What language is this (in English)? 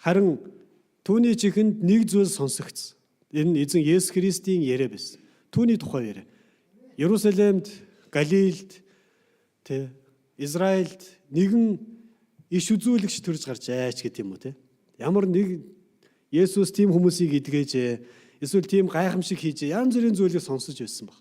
Mongolian